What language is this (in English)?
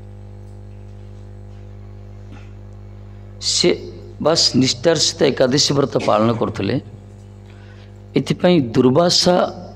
Odia